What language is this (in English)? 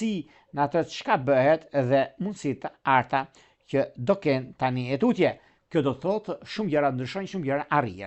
Albanian